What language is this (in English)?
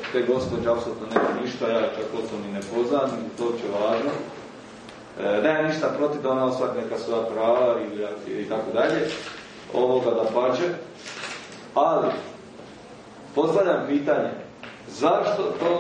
Croatian